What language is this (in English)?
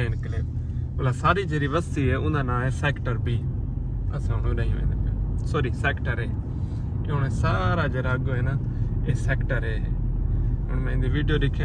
Saraiki